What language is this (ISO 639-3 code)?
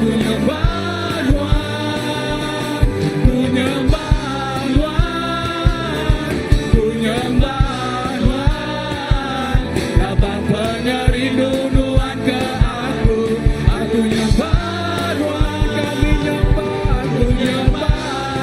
iba